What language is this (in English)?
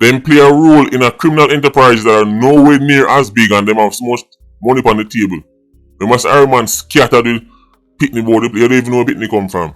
Jamaican Creole English